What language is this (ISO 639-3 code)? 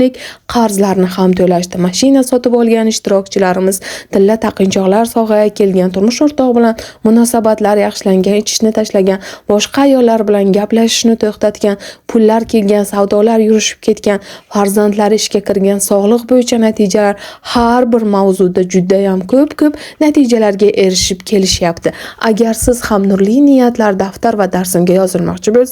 uzb